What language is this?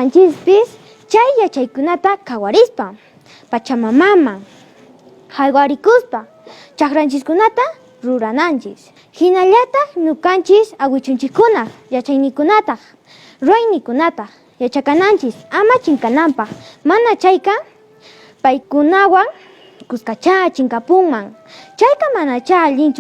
Quechua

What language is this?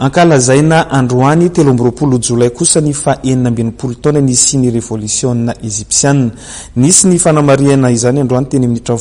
Malagasy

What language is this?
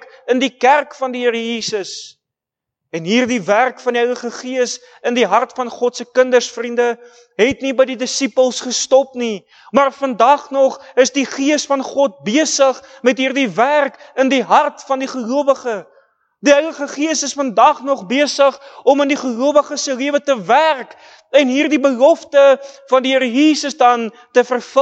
Afrikaans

